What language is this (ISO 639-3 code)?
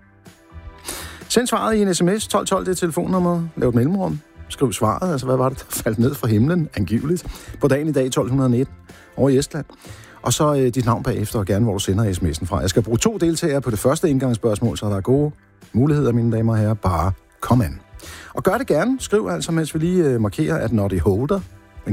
dan